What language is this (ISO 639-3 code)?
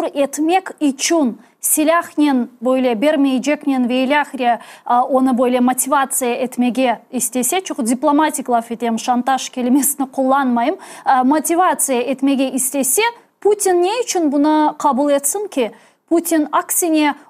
crh